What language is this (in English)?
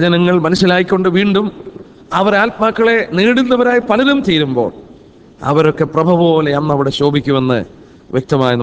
Malayalam